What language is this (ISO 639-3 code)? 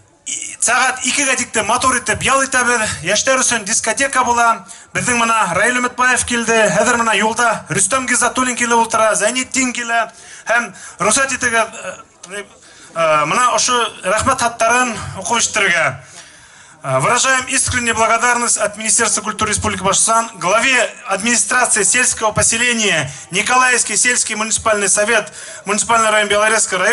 bak